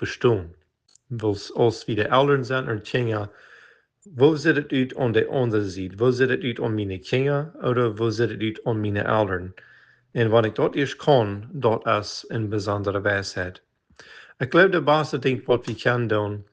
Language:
Plautdietsch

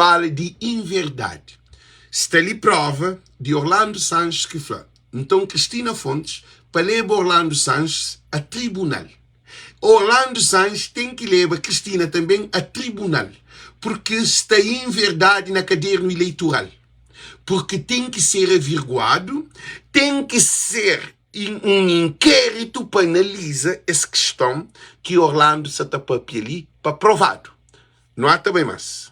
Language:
Kabuverdianu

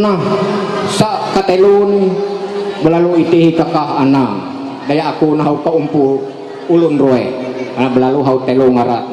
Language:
Ma'anyan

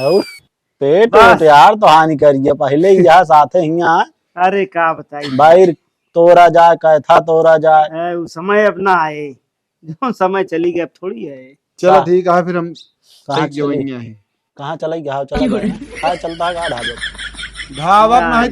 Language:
Awadhi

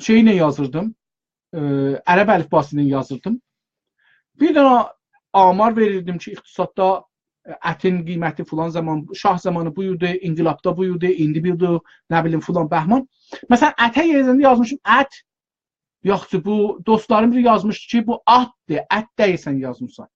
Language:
South Azerbaijani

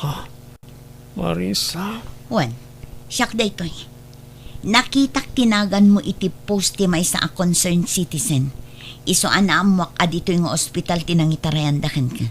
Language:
Iloko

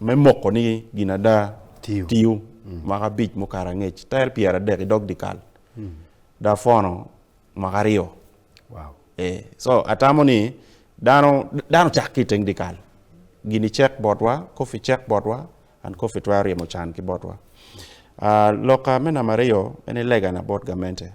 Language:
Acoli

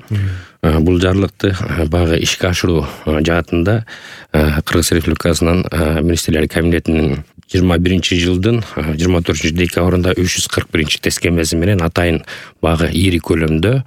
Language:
Kyrgyz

